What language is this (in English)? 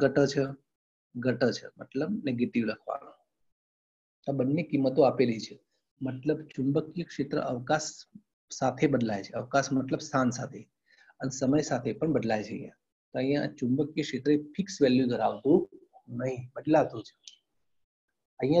Gujarati